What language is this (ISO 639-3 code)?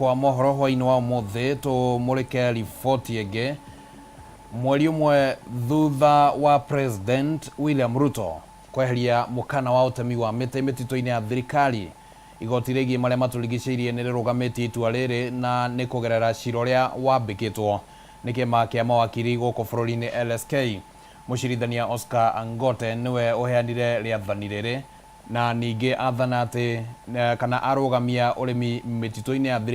kik